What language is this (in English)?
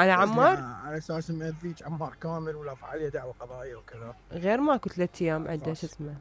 Mesopotamian Arabic